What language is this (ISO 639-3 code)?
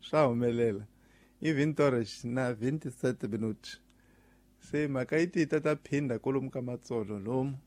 tso